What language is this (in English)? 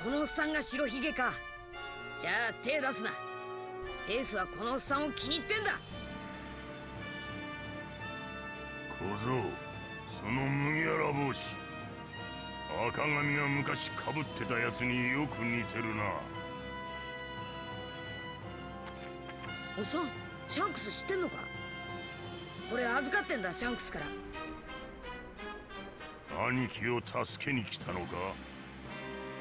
Japanese